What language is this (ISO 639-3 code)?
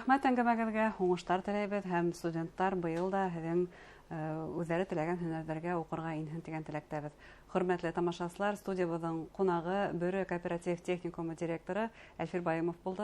bak